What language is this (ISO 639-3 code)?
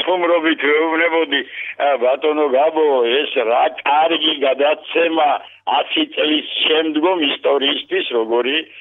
kat